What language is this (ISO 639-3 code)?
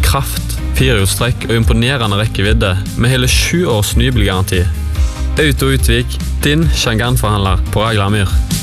nor